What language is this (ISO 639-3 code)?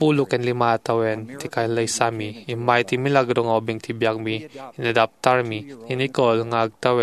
ilo